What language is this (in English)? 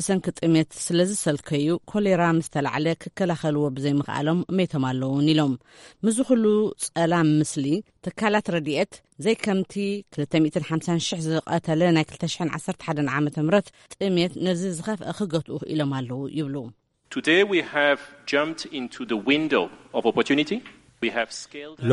Tigrinya